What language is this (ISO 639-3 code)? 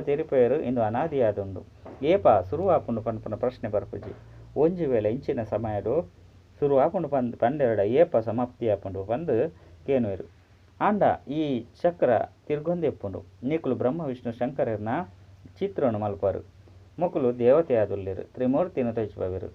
tcy